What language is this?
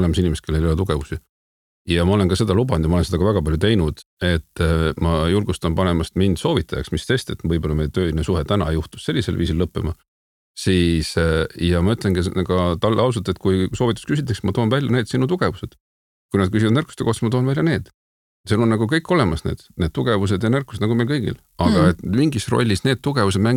Estonian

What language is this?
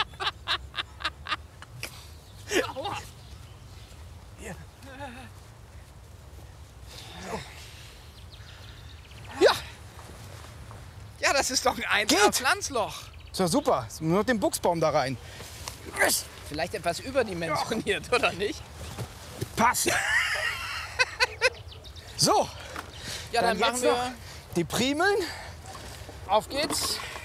German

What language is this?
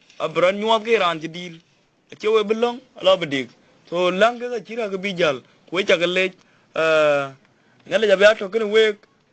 Dinka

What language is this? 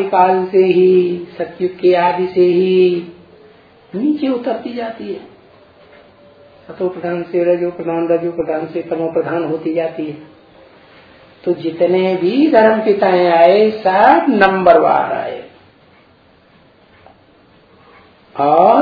Hindi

